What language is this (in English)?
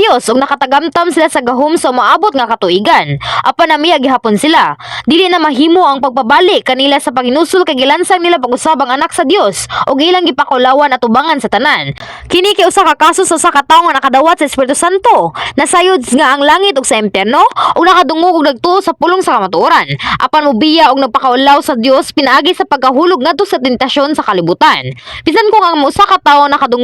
Cebuano